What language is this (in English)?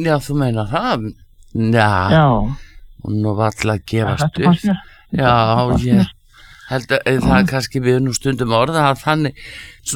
Icelandic